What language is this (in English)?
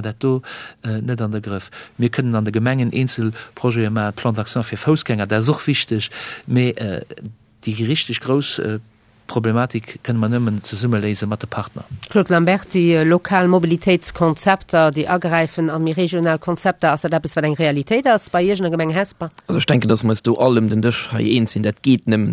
Luxembourgish